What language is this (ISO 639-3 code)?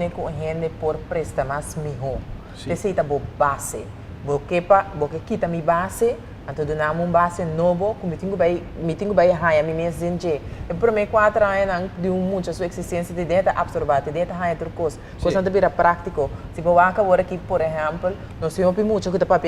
pap